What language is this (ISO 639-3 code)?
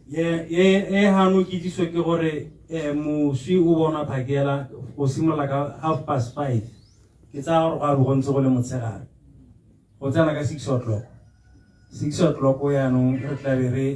tsn